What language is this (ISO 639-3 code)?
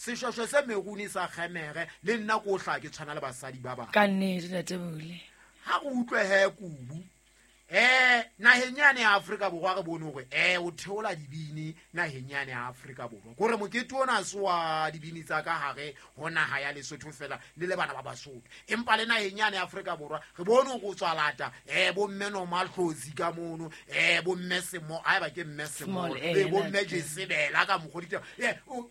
sot